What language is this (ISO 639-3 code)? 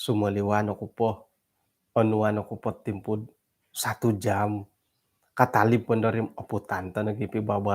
dtp